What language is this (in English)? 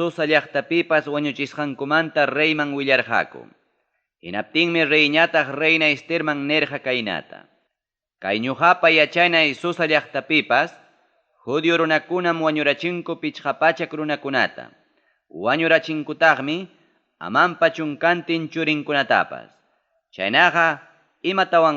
Ayacucho Quechua